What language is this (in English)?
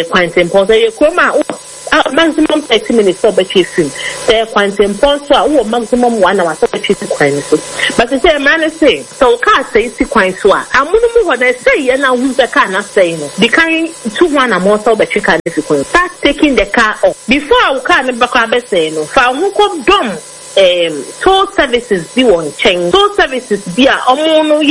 Akan